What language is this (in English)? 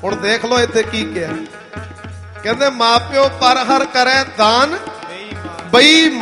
Punjabi